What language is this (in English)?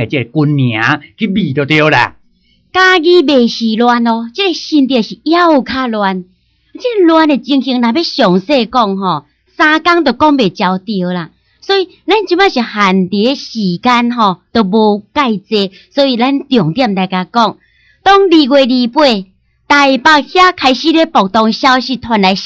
Min Nan Chinese